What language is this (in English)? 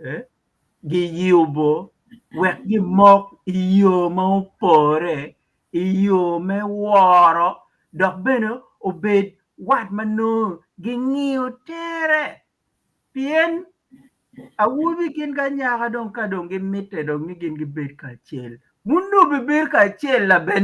Acoli